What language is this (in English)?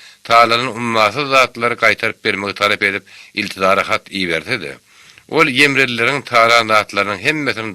Turkmen